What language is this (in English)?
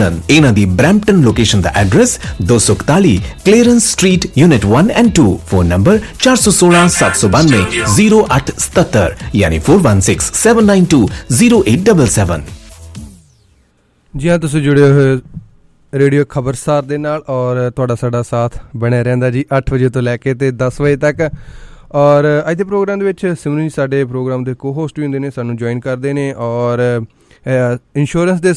Punjabi